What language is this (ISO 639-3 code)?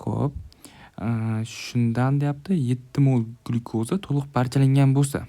uzb